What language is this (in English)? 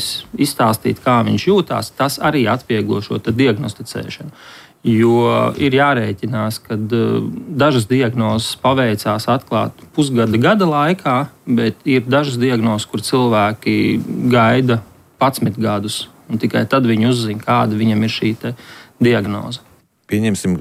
Latvian